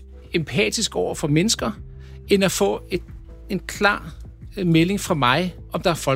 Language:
Danish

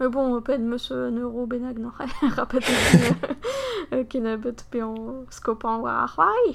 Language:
Breton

